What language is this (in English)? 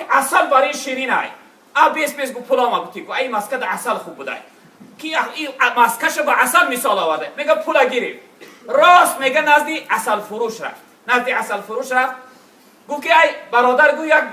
Tajik